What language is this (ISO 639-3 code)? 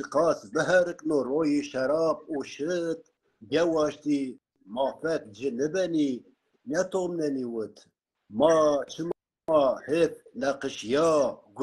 zza